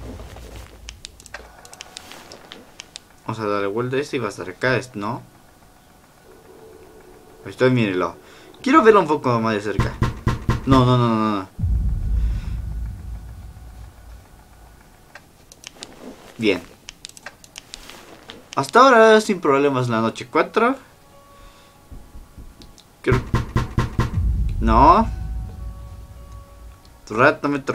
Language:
Spanish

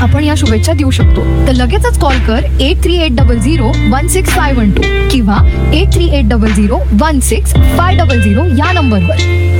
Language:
Marathi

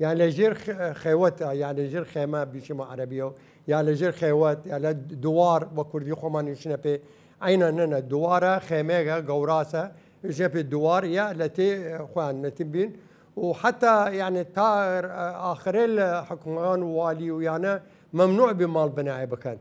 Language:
Southern Kurdish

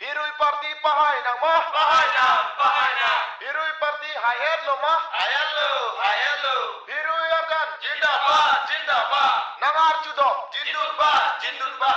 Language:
Karbi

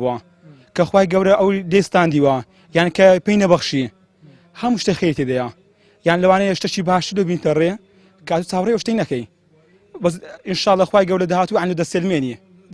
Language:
Central Kurdish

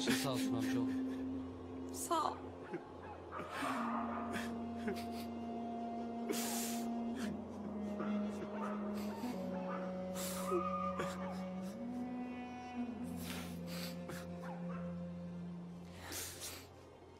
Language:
Turkish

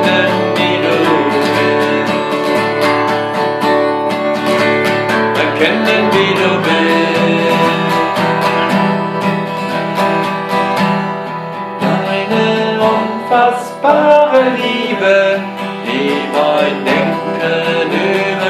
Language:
German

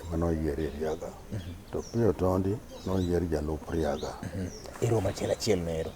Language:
Luo (Kenya and Tanzania)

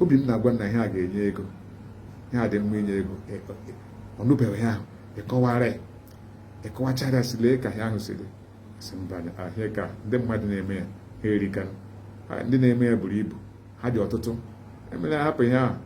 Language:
Igbo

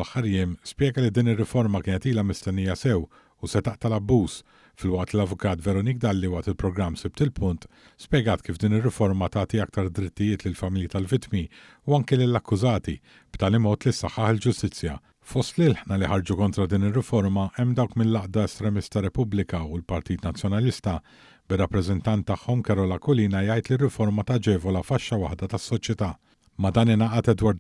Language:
Maltese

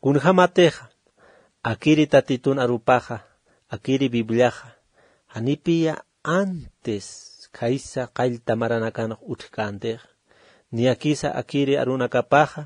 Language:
Aymara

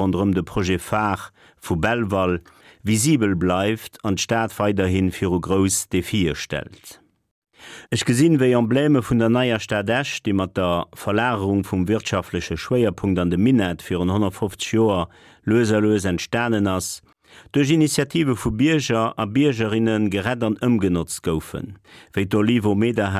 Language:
Luxembourgish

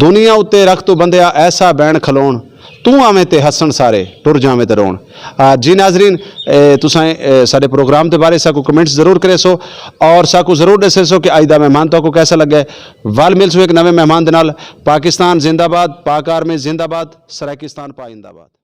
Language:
Saraiki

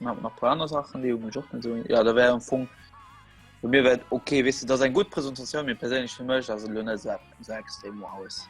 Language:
Luxembourgish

